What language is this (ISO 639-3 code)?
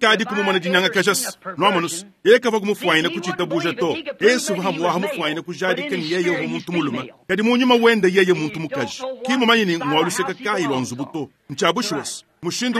lua